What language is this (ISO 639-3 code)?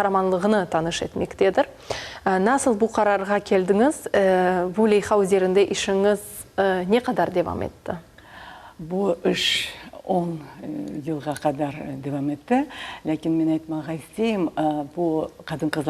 crh